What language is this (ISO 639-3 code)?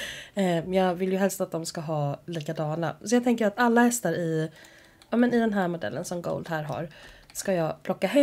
swe